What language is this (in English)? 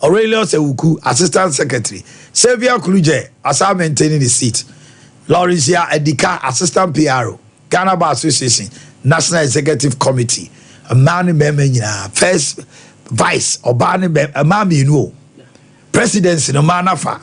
Akan